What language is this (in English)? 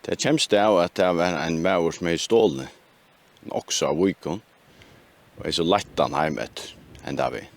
Faroese